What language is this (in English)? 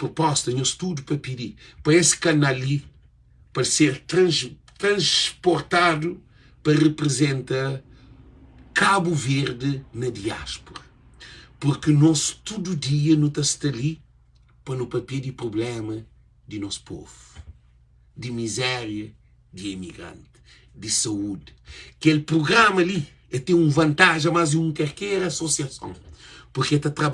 Kabuverdianu